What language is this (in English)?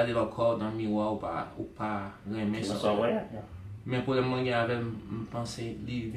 Haitian Creole